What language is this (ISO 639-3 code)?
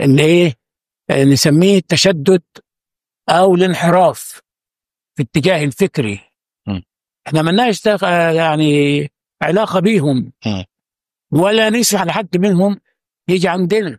arz